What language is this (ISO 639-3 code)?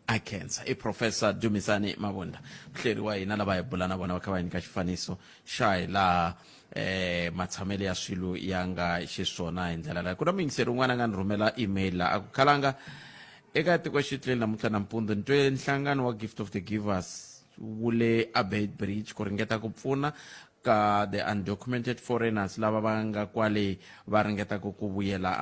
tso